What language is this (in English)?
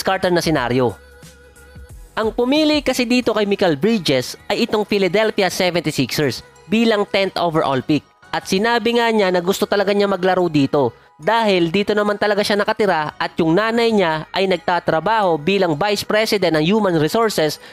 Filipino